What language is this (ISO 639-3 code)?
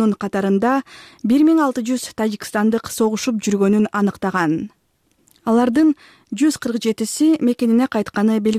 kir